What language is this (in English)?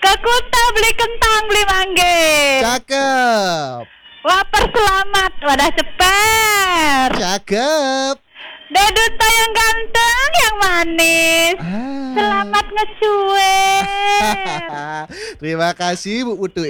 Balinese